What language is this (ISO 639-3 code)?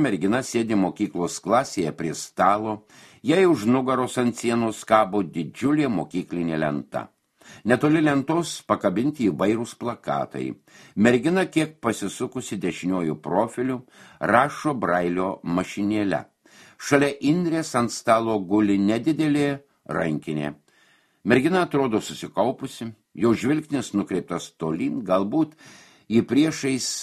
lit